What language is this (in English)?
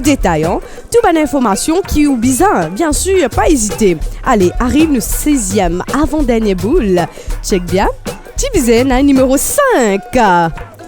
Morisyen